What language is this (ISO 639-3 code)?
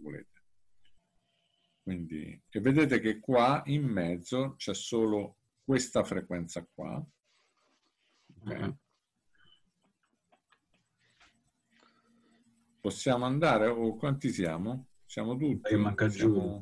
ita